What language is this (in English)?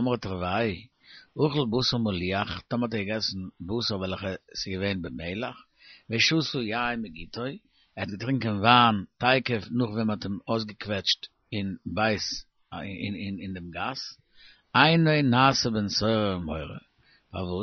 Yiddish